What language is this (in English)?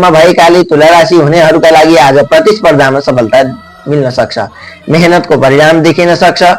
Nepali